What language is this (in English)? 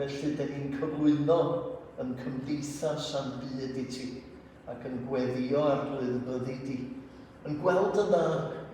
Welsh